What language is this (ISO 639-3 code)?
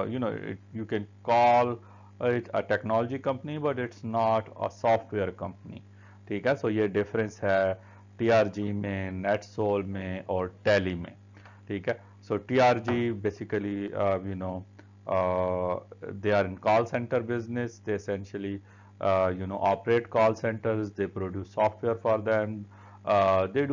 urd